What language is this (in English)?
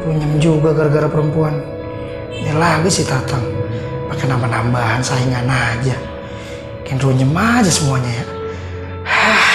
Betawi